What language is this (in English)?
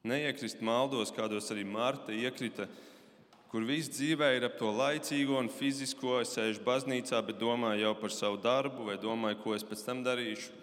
Latvian